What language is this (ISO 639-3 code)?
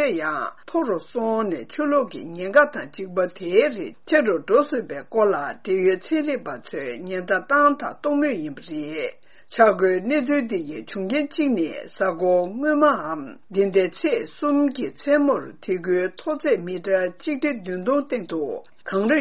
bod